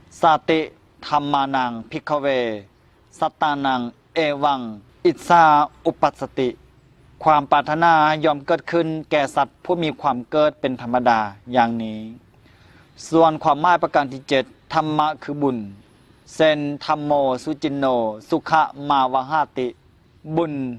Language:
Lao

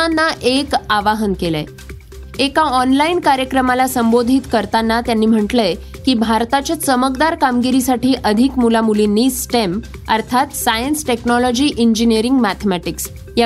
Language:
Marathi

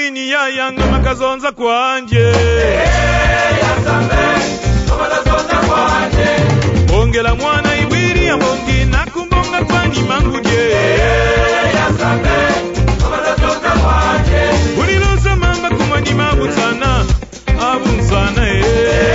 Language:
Spanish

